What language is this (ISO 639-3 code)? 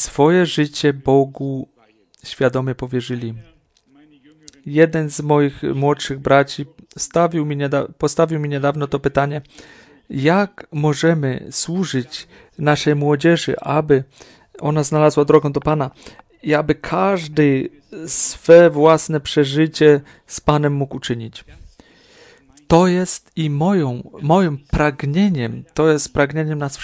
pol